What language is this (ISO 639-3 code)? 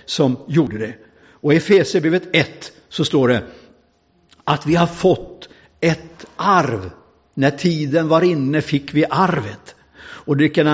swe